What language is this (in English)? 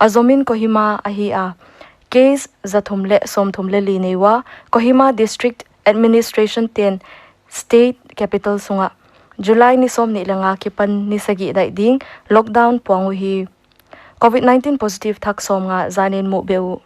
Paite Chin